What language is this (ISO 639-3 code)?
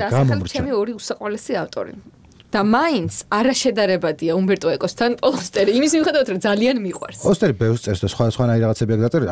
kat